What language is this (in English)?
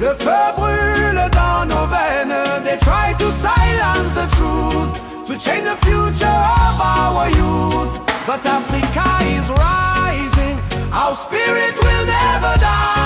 Haitian Creole